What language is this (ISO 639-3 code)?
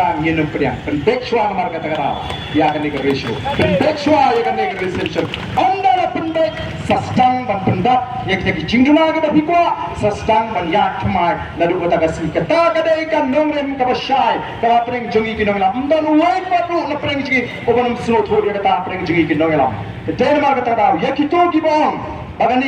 kha